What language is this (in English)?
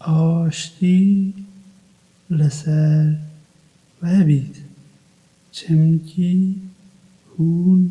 Kurdish